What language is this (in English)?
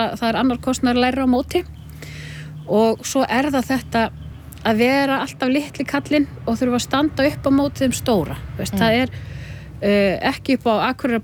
Icelandic